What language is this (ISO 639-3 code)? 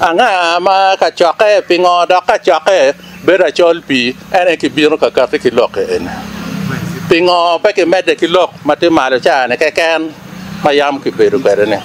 ach